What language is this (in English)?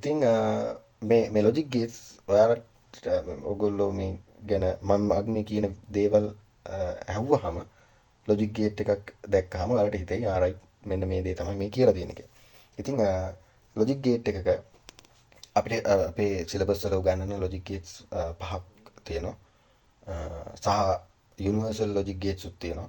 Sinhala